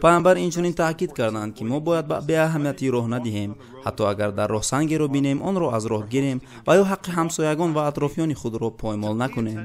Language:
Tajik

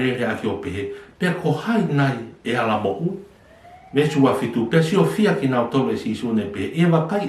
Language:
Tongan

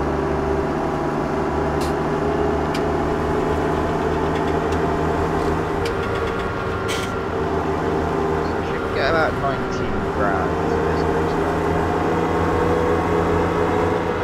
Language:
English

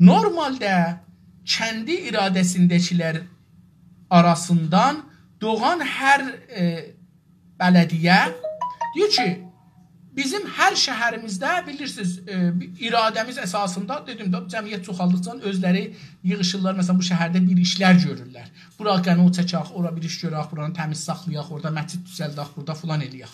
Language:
South Azerbaijani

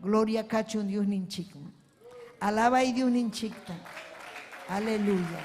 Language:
Ayacucho Quechua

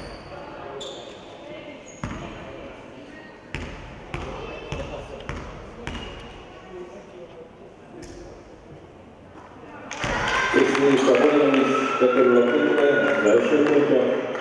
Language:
Hungarian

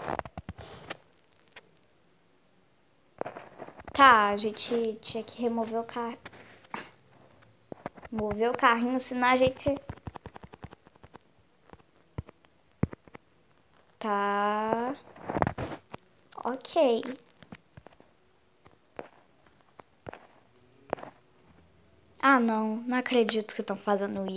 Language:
Portuguese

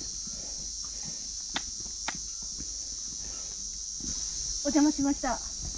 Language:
Japanese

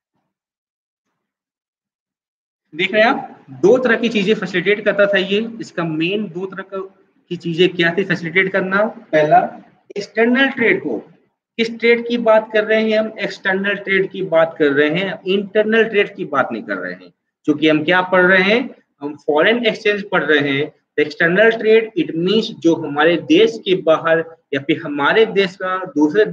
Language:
Hindi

